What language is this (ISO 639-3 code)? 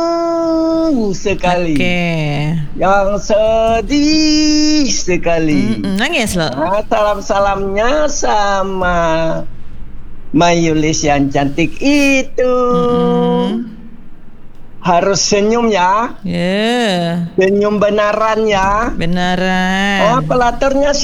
ind